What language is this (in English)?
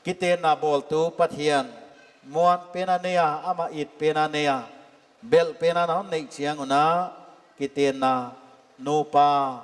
Paite Chin